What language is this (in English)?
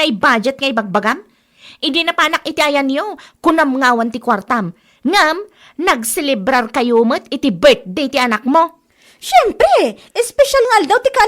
Iloko